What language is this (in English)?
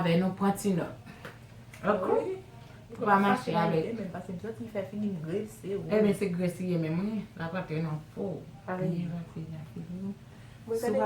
Haitian Creole